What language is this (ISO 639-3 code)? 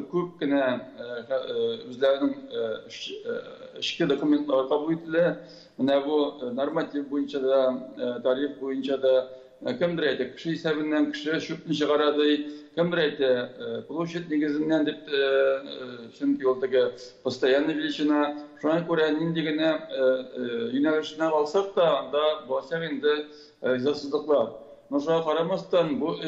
tat